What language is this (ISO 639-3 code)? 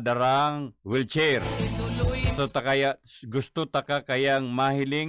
bik